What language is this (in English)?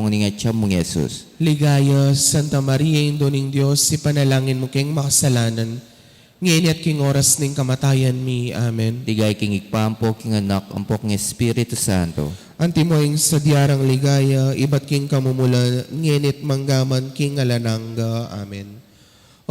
Pampanga